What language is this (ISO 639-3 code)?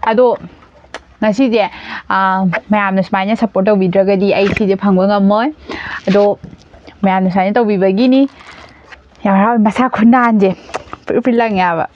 mni